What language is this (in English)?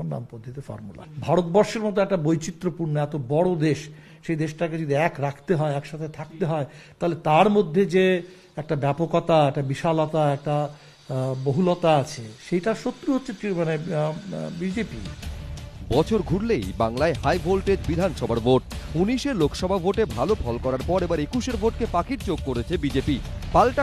Bangla